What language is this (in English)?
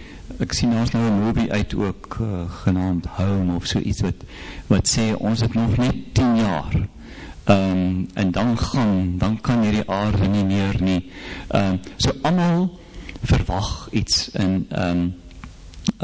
Afrikaans